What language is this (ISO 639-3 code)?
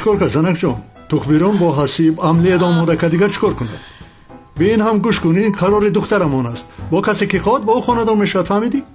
tgk